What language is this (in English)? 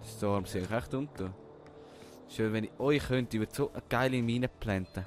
Swiss German